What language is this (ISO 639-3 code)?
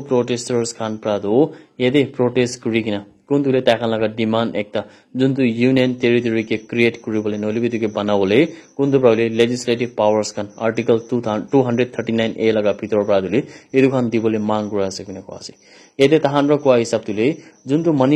nag